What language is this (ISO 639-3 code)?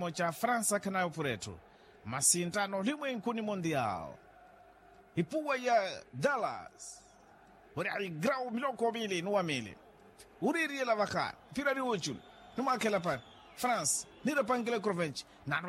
vmw